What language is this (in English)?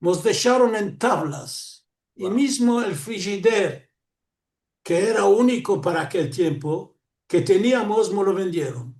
Ladino